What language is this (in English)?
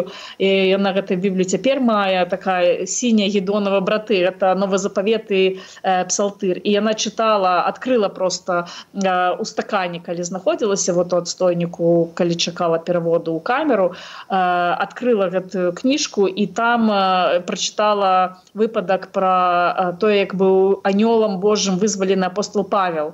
Belarusian